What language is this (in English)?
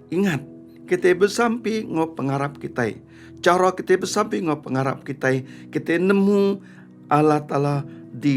Iban